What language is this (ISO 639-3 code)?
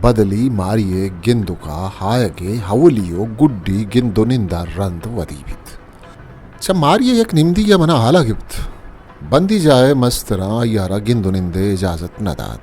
bal